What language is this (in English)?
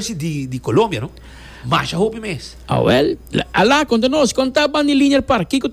Papiamento